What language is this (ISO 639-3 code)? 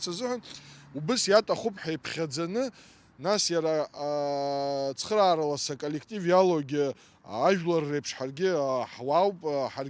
abk